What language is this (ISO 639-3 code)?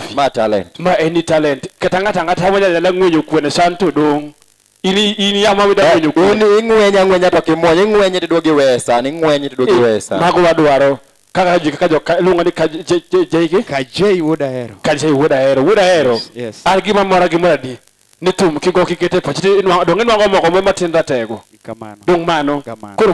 luo